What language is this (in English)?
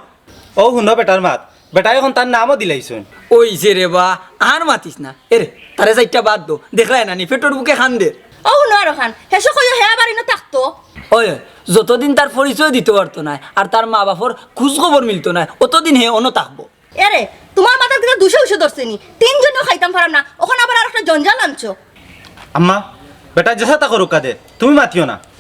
Sylheti